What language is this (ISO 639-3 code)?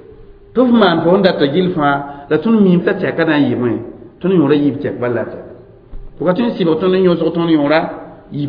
mos